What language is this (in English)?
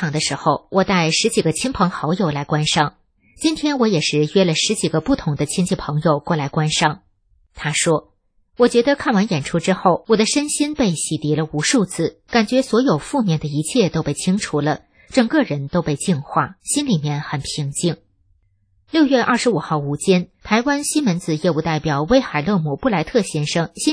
Chinese